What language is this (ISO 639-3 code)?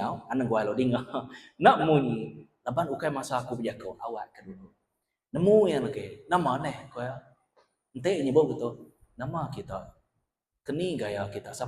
iba